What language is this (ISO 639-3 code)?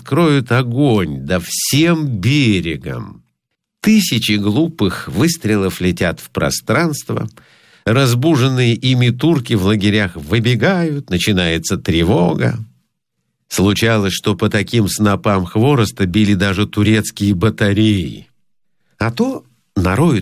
rus